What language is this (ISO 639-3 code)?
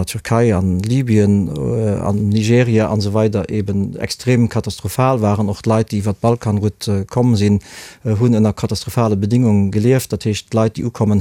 ltz